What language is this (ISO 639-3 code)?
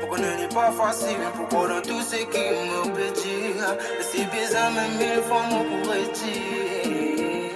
mfe